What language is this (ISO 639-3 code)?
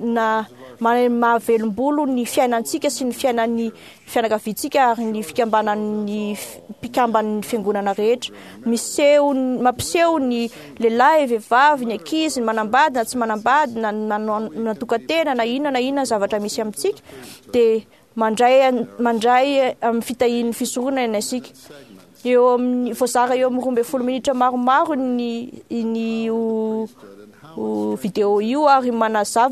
mlg